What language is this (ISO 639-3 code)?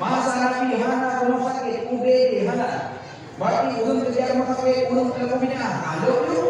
ace